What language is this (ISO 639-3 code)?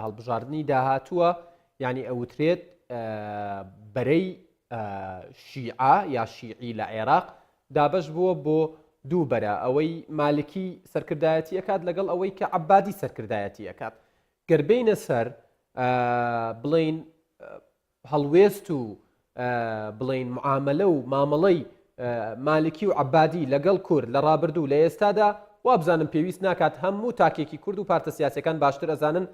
ckb